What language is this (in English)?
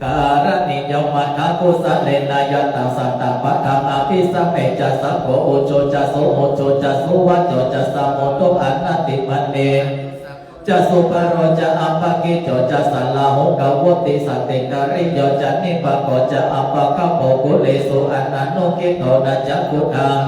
Pali